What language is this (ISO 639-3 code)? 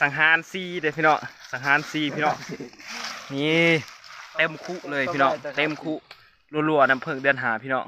lao